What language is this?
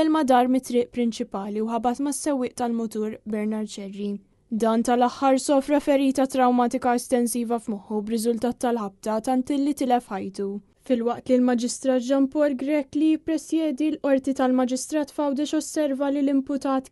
Maltese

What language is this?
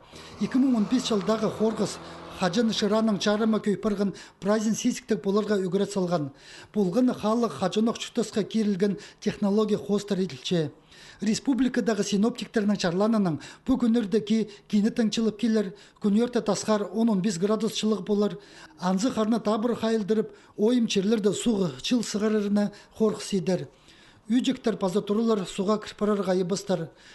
Khakas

